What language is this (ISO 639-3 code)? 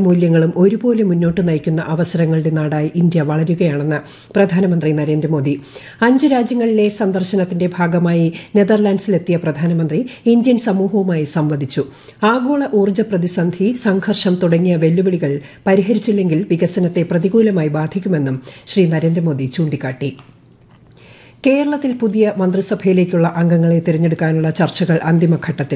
mal